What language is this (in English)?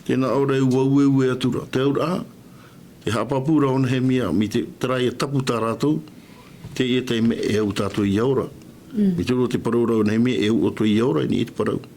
Tahitian